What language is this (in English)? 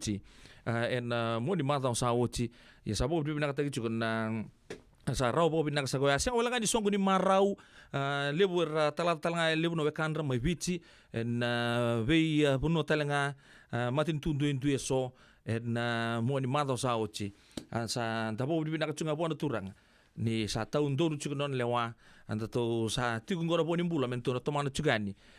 Fijian